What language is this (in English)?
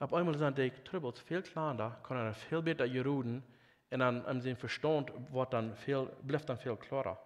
Plautdietsch